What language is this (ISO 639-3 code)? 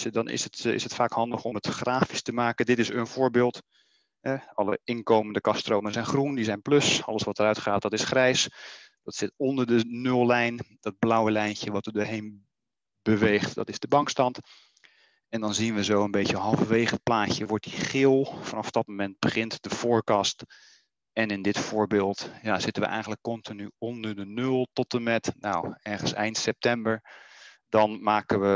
nld